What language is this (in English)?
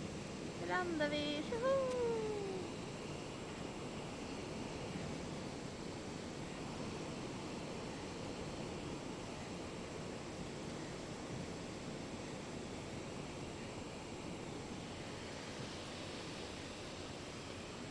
Swedish